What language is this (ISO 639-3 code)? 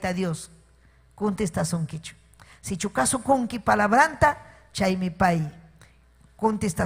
quy